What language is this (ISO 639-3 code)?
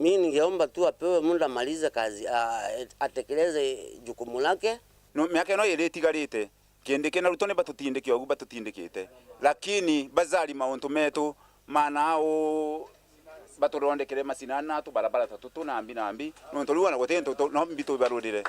mer